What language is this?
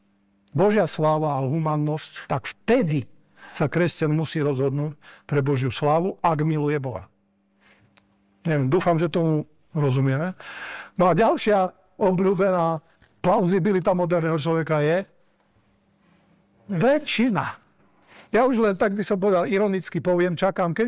Slovak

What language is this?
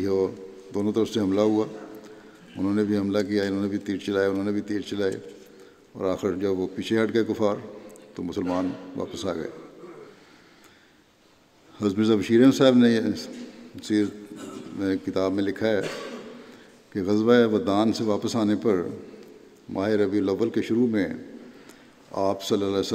Urdu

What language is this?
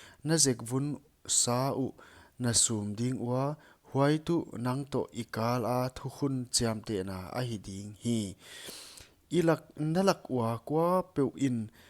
Paite Chin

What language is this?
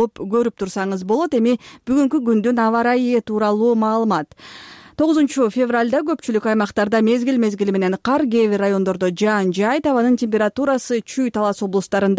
Kyrgyz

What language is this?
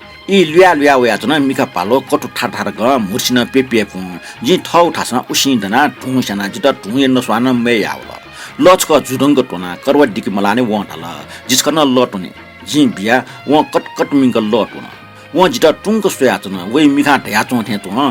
Newari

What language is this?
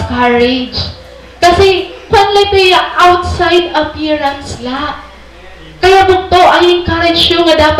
Waray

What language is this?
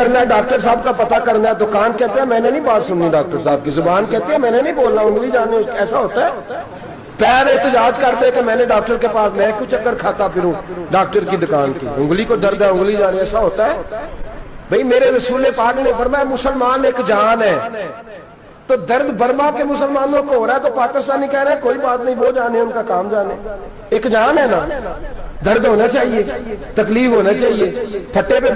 Urdu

